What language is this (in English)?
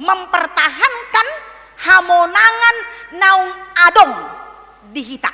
Batak Toba